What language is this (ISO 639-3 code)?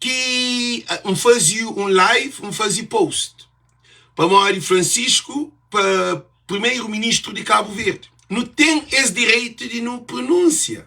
kea